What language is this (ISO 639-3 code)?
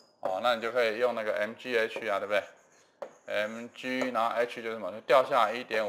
zho